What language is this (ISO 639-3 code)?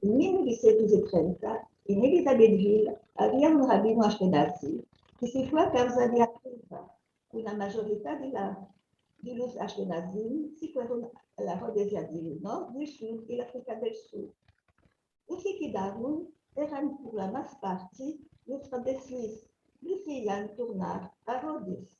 lad